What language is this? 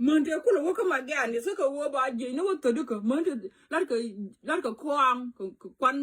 Nuer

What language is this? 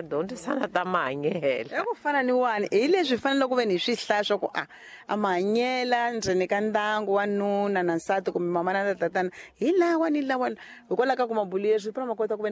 Tsonga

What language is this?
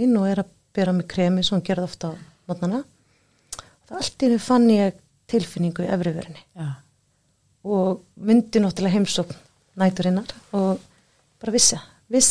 Icelandic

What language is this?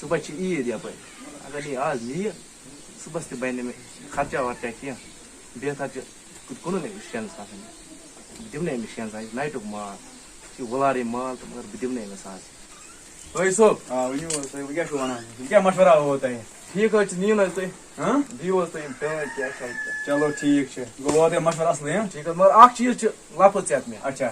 Kashmiri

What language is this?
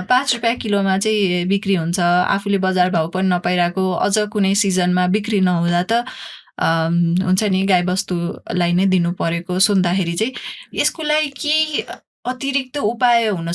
Nepali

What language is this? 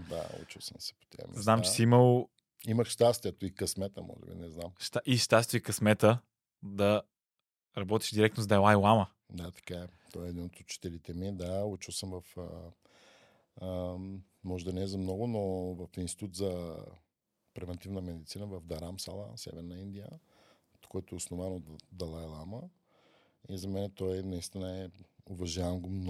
Bulgarian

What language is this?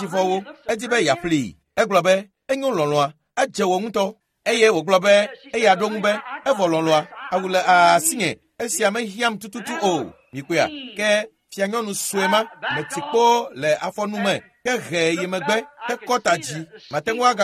Ewe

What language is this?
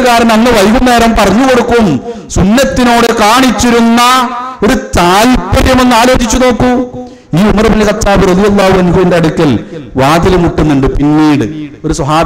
Malayalam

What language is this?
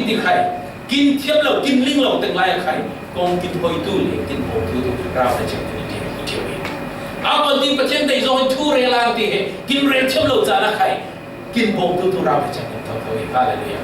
Falam Chin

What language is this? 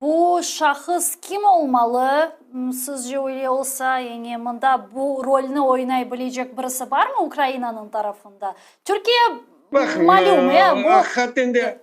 Crimean Tatar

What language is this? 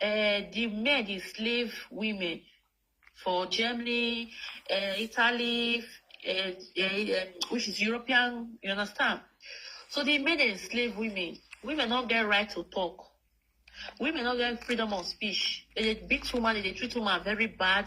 Nigerian Pidgin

